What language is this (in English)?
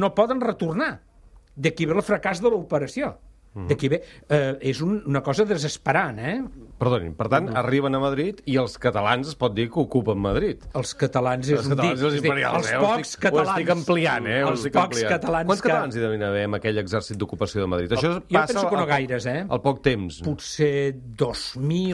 Catalan